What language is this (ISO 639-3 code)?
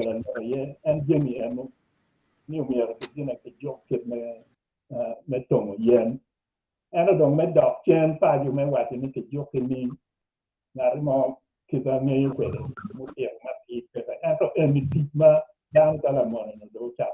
ach